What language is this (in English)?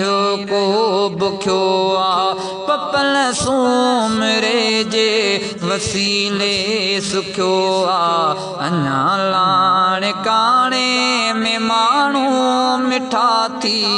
Sindhi